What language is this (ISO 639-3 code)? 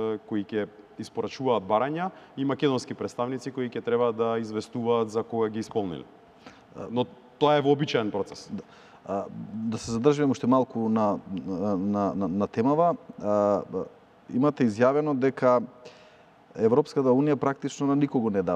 mkd